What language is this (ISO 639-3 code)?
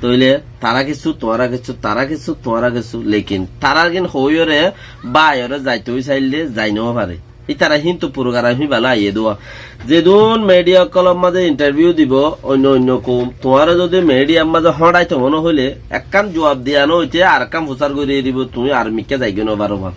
rhg